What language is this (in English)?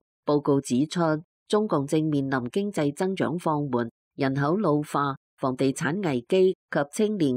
Cantonese